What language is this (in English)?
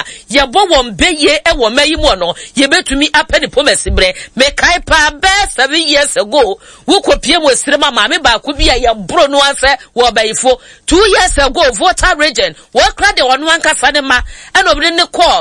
Akan